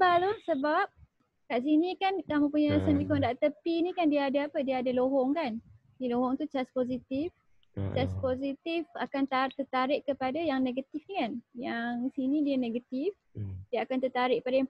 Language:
Malay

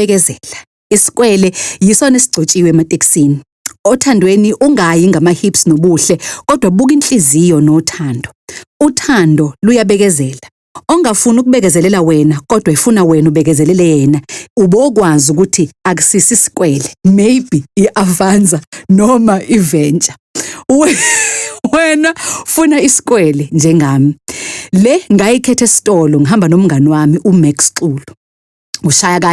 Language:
Zulu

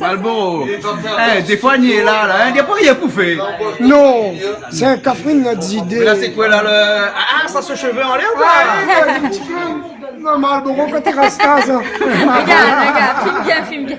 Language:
Réunion Creole French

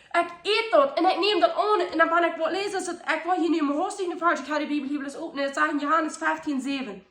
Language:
Plautdietsch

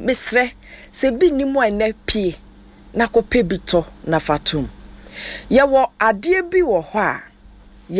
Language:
Akan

